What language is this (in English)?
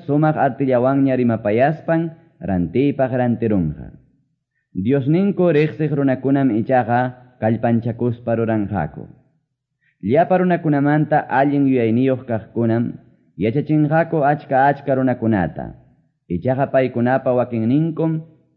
Quechua